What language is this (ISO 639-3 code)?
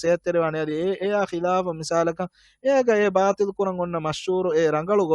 div